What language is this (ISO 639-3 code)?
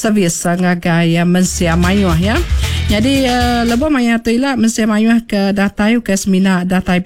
iba